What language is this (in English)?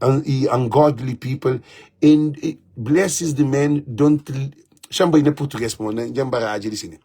Kabuverdianu